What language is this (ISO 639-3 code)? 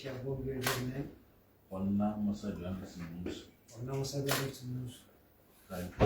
tsn